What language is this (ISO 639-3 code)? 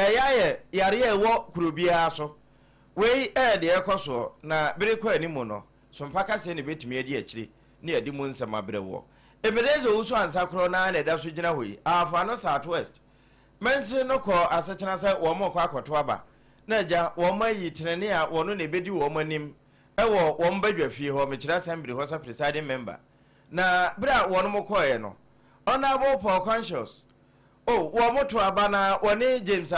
aka